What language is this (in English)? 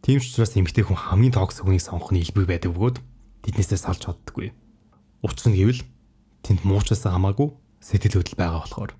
Mongolian